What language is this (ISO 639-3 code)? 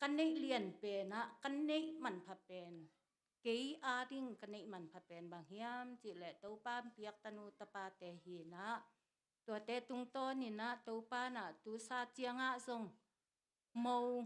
ctd